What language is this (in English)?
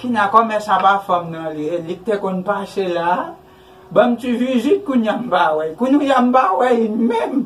Haitian Creole